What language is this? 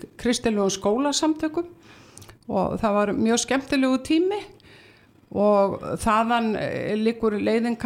Icelandic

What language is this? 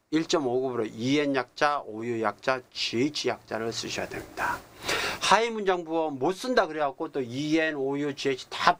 Korean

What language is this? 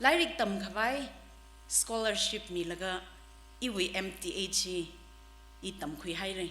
Tangkhul Naga (India)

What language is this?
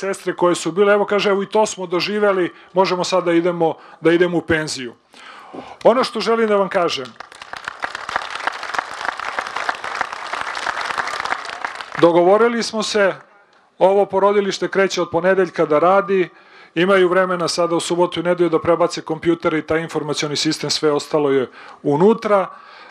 Serbian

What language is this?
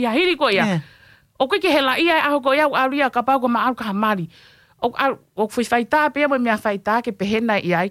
Tongan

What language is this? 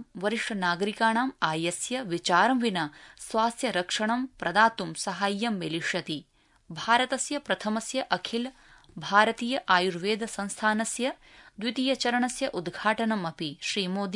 Sanskrit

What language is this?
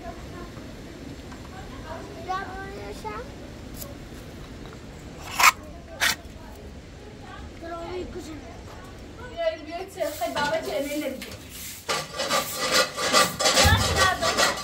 Persian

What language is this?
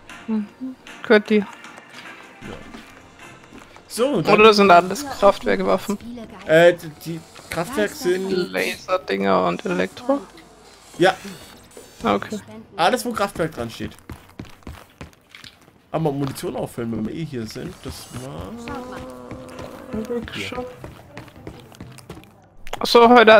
German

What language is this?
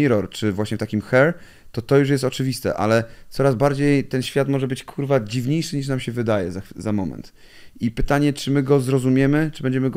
Polish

